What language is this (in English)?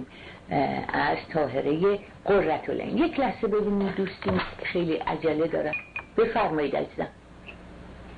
Persian